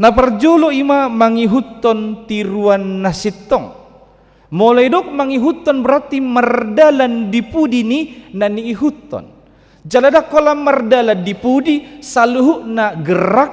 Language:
Batak Toba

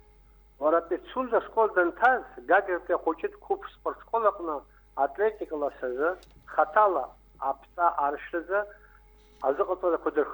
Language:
Abkhazian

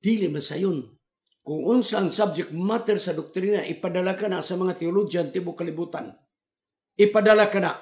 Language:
Cebuano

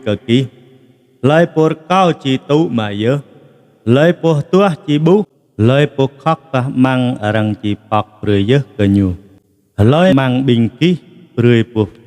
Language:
Jarai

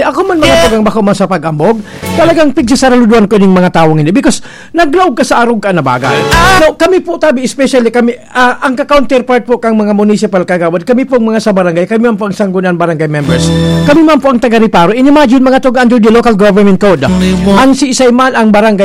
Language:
Bikol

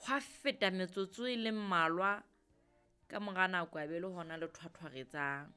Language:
Southern Sotho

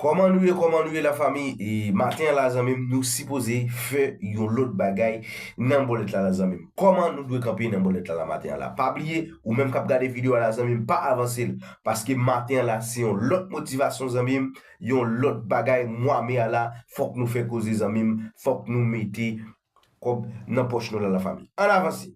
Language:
Haitian Creole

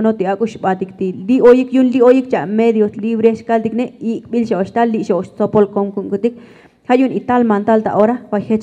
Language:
Tzotzil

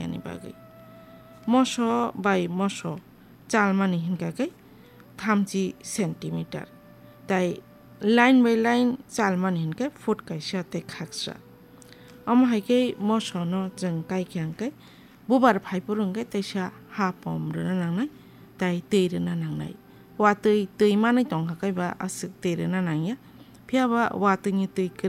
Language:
Kok Borok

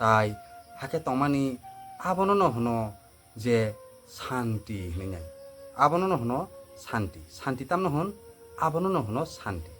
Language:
Kok Borok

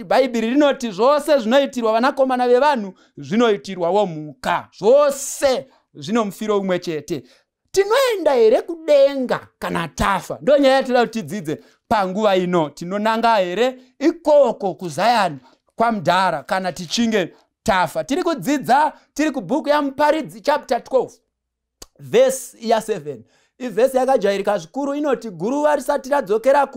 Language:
Shona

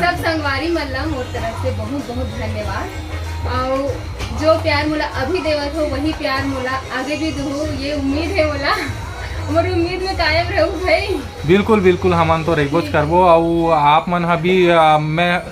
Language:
Chhattisgarhi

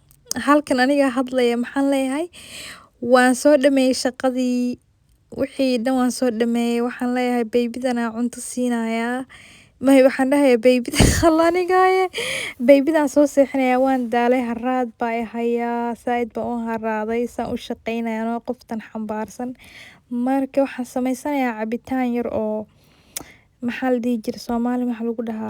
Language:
Somali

